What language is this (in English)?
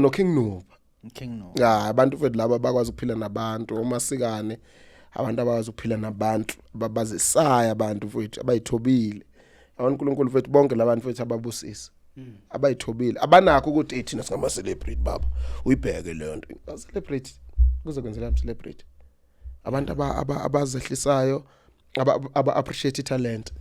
Zulu